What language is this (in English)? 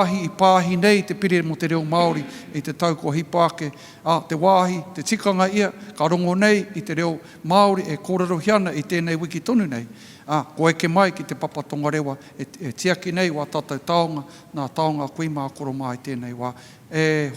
Māori